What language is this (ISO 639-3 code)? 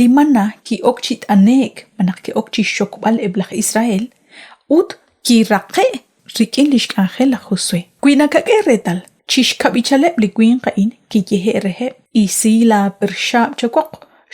kek